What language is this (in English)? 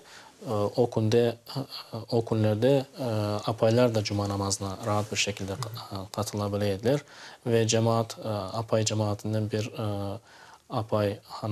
Crimean Tatar